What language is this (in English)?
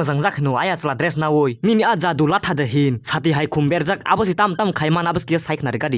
Kok Borok